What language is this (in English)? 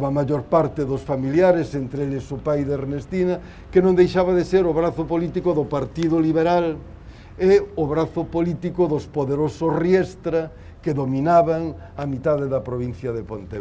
Galician